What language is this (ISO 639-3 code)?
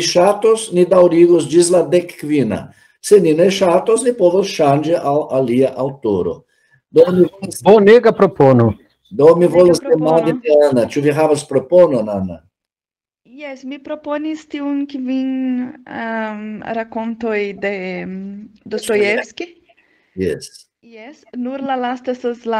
epo